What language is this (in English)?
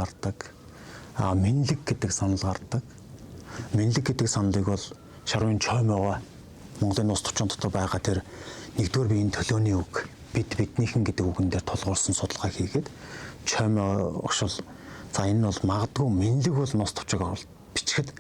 Mongolian